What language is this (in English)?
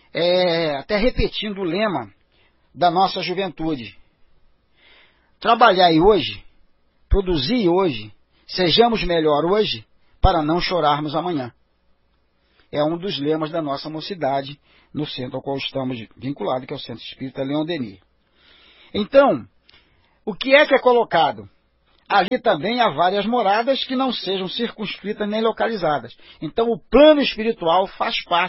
Portuguese